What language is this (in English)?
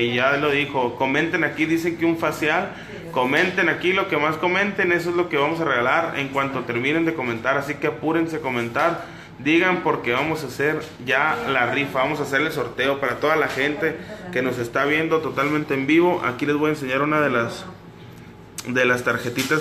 Spanish